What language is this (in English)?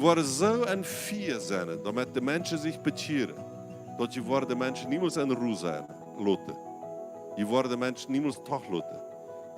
Plautdietsch